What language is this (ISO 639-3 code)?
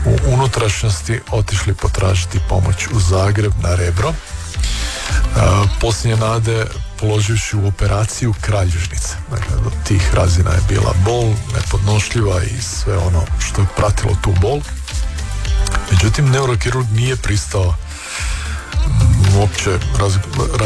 hrv